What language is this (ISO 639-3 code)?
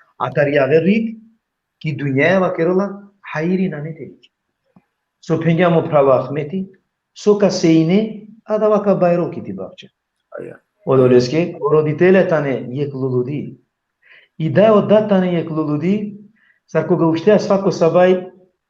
rmn